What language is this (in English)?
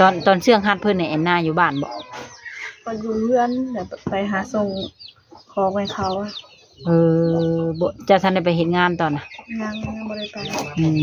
Lao